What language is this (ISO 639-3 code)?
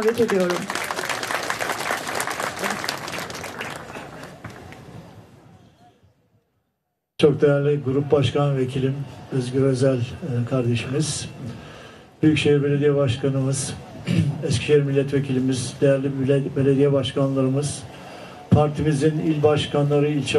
tur